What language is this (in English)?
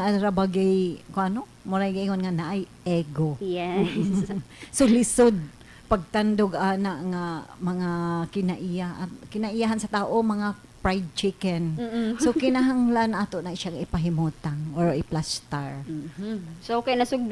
Cebuano